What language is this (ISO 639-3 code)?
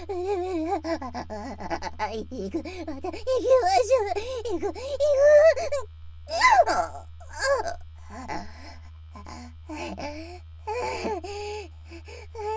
jpn